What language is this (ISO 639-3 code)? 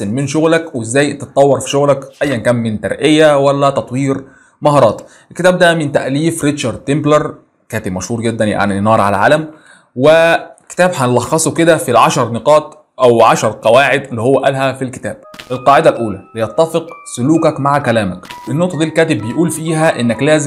arz